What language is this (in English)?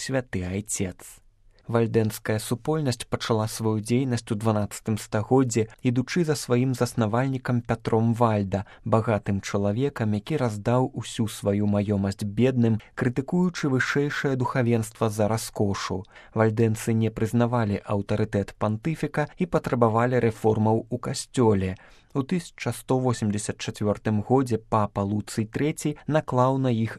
Belarusian